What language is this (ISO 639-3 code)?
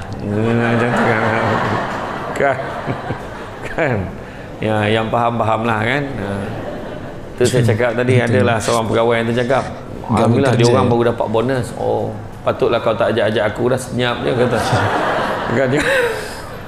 msa